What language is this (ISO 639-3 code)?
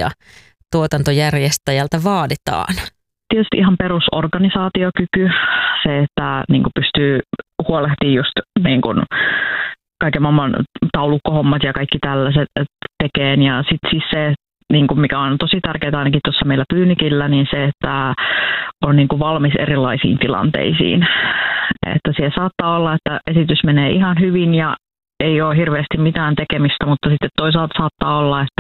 fin